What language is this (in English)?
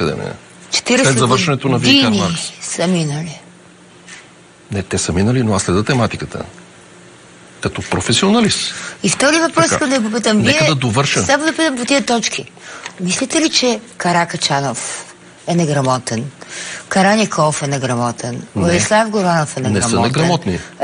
Bulgarian